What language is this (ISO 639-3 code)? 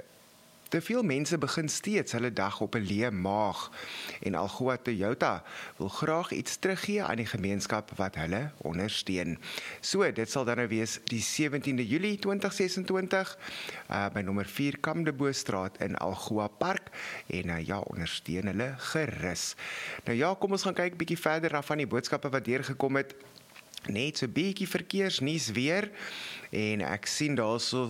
afr